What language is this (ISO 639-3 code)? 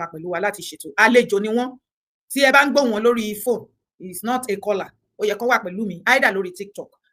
yor